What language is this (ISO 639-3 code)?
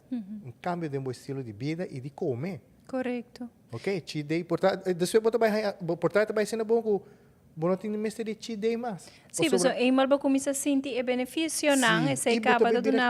pap